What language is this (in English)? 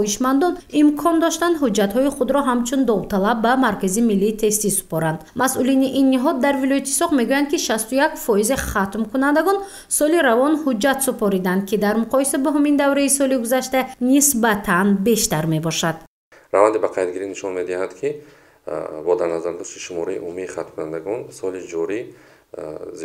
Tajik